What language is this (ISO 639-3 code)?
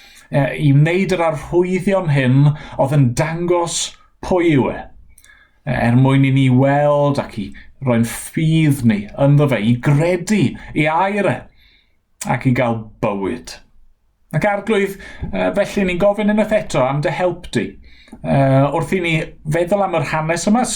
cym